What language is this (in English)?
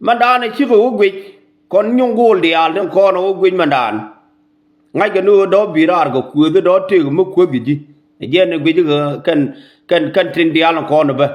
Nuer